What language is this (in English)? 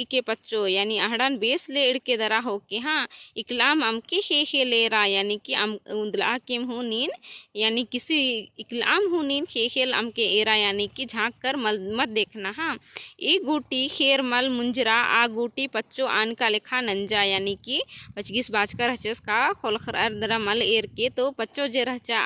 Kurukh